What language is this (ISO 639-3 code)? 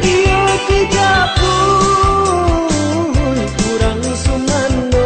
min